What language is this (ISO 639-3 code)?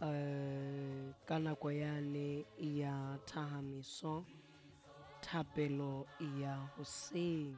sot